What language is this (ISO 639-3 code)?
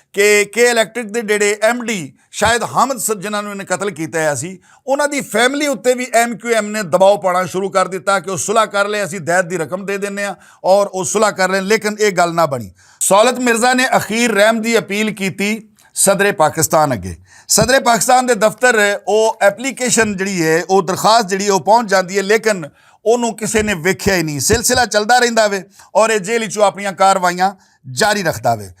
lah